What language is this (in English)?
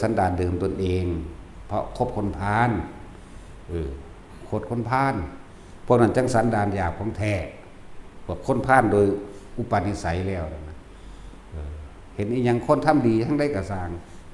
Northeastern Thai